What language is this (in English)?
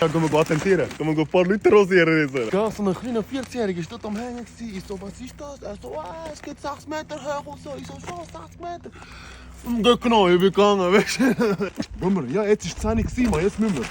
Swiss German